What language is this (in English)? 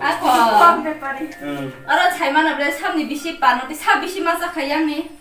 Kok Borok